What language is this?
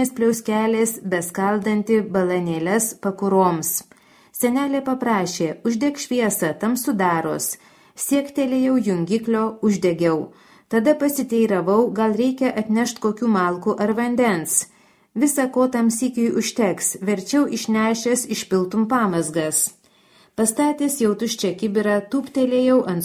Lithuanian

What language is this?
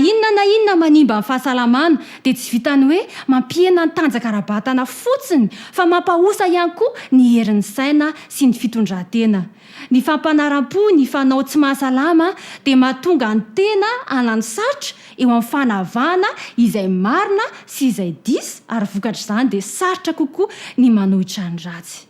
Malagasy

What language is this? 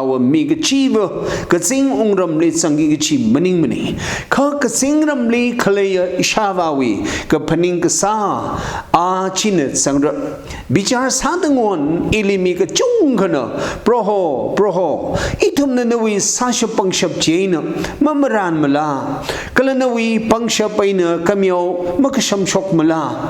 Tangkhul Naga (India)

